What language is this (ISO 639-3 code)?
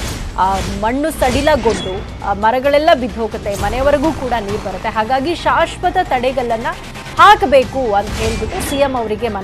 kan